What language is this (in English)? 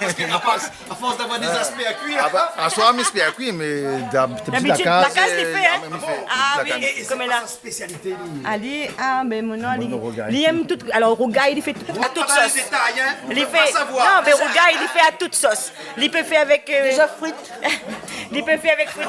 Réunion Creole French